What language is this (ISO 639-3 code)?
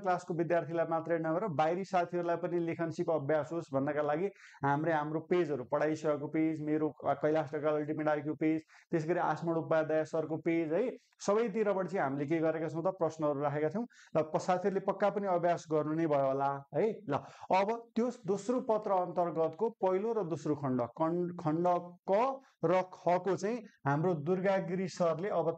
nep